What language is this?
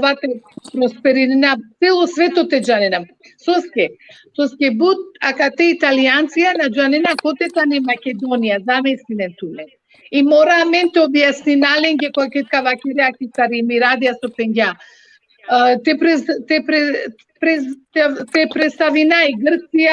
Balkan Romani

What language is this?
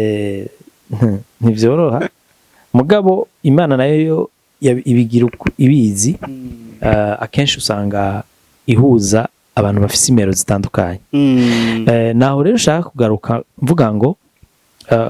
Rundi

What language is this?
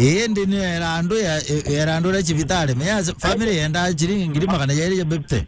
Meru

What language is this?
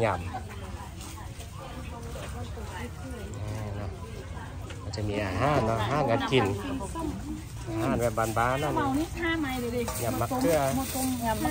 Thai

